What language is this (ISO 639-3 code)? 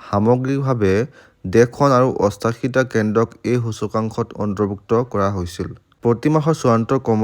asm